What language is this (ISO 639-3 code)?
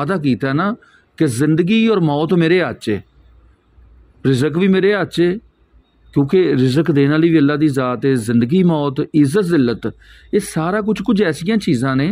pan